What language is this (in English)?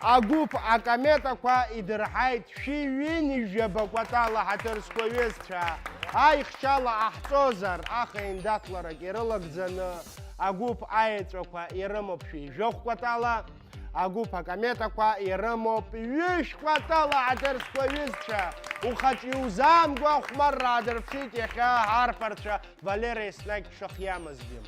Abkhazian